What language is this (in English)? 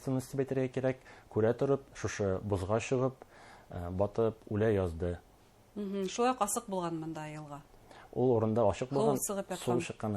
Bashkir